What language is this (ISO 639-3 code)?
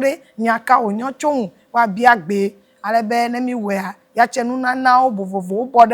ewe